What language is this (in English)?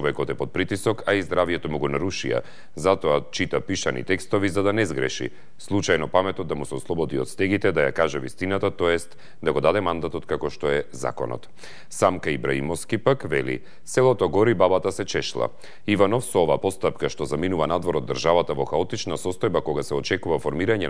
Macedonian